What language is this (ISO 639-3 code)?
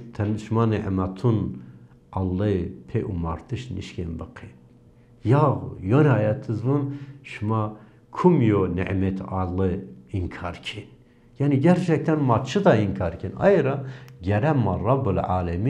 zza